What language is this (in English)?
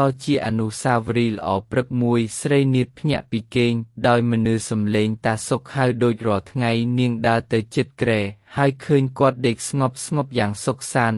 Khmer